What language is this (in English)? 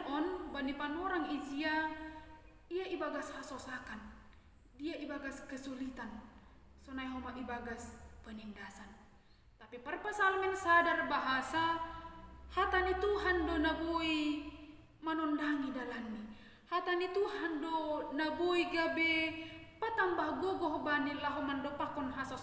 Batak Simalungun